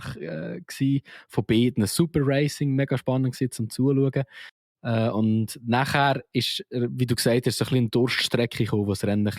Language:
Swiss German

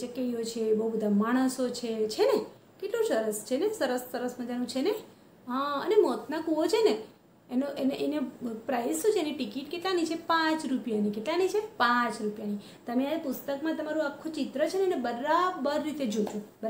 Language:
Gujarati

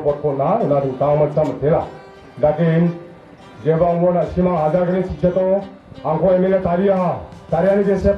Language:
Garo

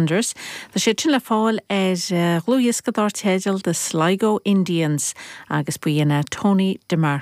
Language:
Irish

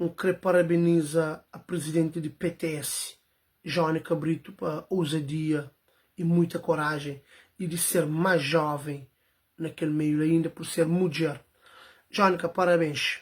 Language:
Kabuverdianu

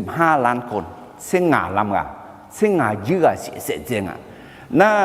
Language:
Akha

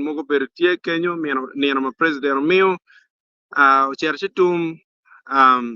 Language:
Acoli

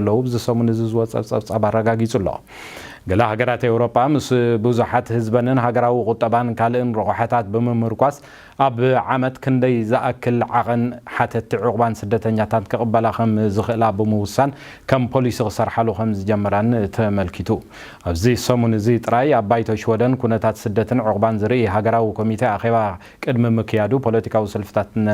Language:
Tigrinya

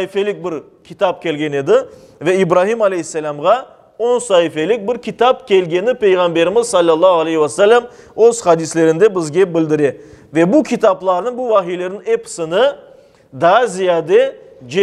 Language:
Crimean Tatar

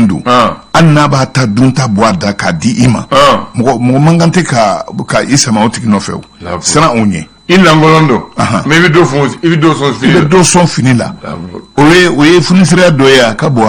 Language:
Bambara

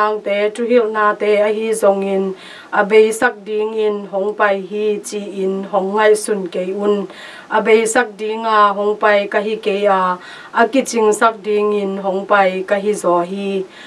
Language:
Tedim Chin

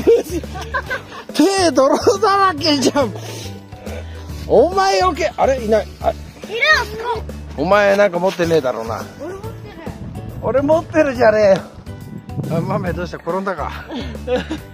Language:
Japanese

